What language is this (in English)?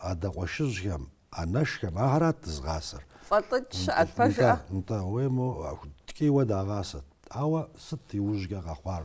Kabardian